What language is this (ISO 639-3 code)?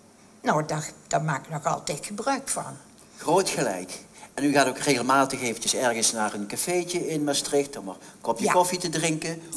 nld